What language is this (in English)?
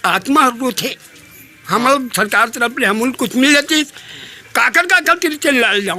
Chhattisgarhi